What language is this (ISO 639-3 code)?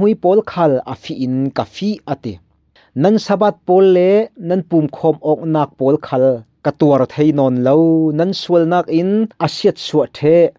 cfm